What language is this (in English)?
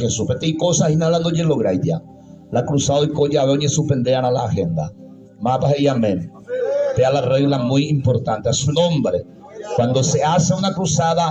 Guarani